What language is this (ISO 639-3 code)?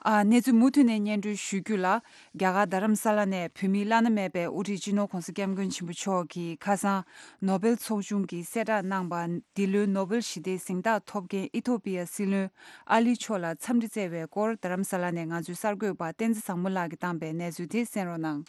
bod